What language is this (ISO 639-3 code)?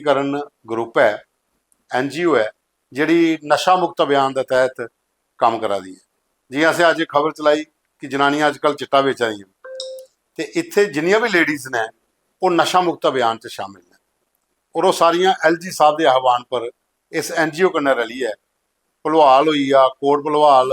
doi